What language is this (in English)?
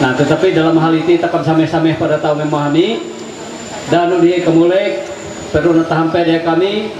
Ma'anyan